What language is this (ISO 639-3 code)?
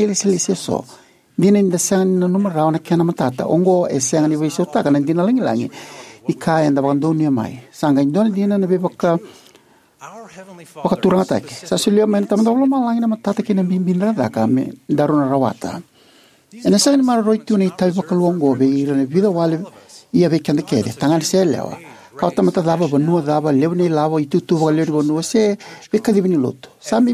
fij